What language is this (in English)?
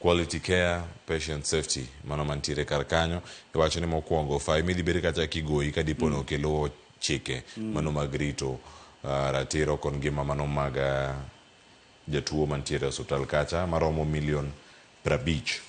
Luo (Kenya and Tanzania)